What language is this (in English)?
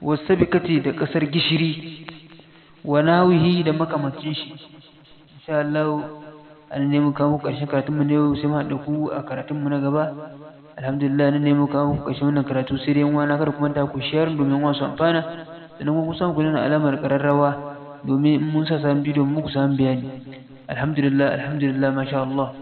Hausa